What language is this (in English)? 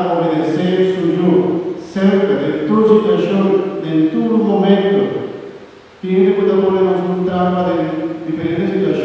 Papiamento